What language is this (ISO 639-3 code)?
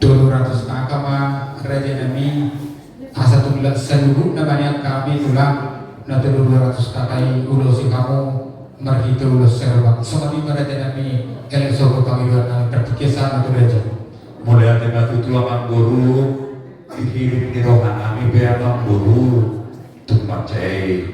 bbc